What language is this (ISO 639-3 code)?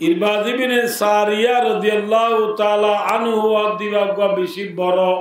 rhg